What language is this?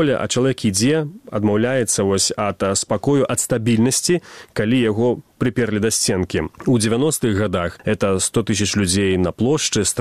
Belarusian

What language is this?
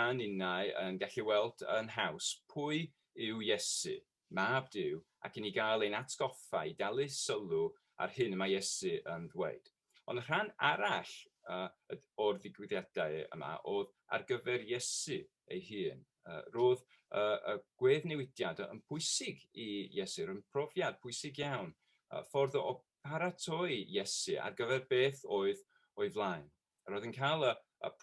Welsh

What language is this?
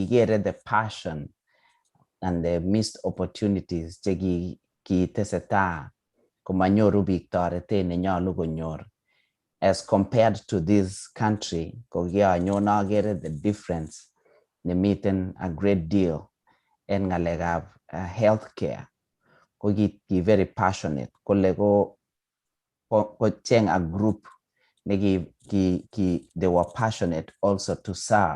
Kalenjin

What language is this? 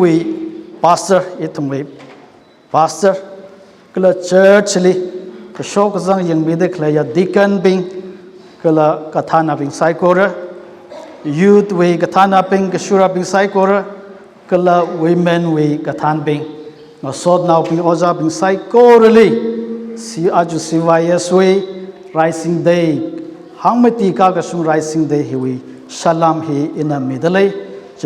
Tangkhul Naga (India)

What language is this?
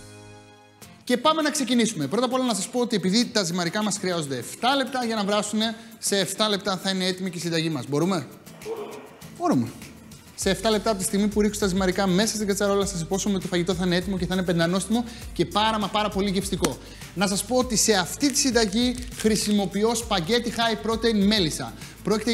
Greek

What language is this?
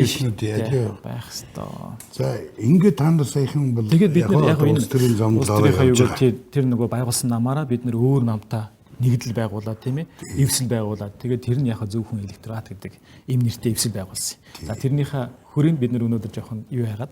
Mongolian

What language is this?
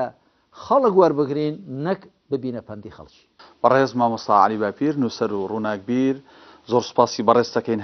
Central Kurdish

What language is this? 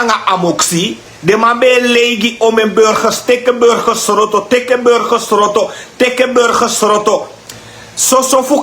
Sranan Tongo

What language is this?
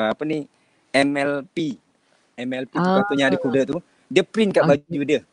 Malay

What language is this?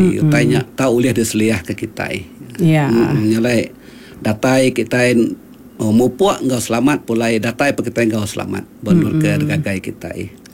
Iban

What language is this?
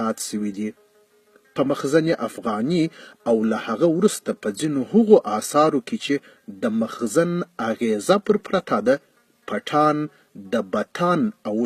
Pashto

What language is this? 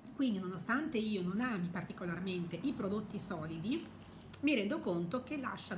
Italian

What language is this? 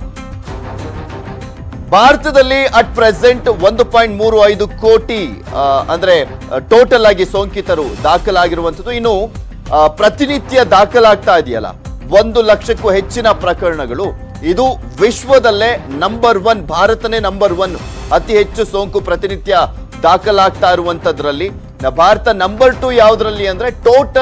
Kannada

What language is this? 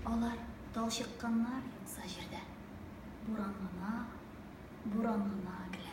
Tatar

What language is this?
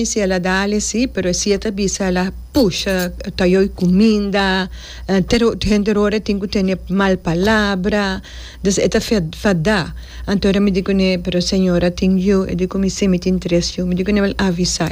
Papiamento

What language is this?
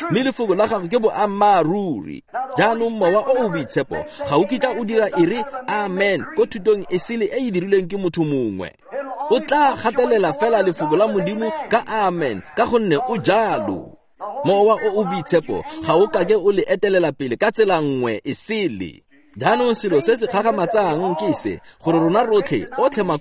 Tswana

